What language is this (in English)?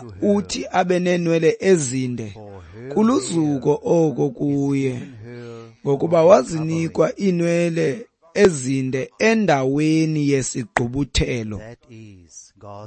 Xhosa